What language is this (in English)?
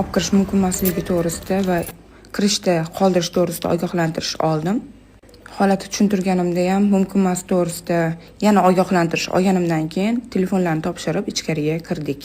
Uzbek